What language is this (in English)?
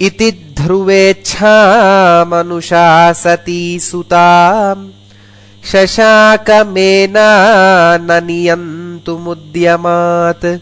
Sanskrit